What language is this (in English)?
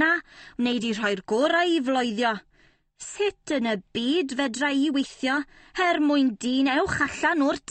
Welsh